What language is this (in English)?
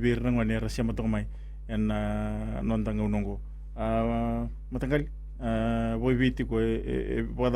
Fijian